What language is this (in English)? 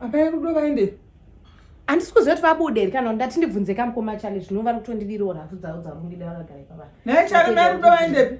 Shona